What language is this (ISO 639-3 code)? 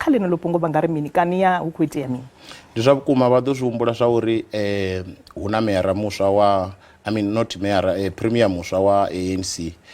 ven